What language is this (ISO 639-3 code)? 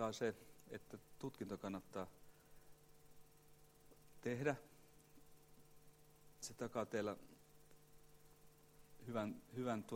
fin